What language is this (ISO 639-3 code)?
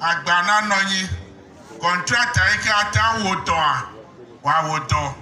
ewe